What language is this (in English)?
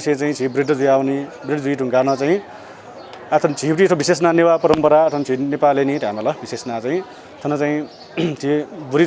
Newari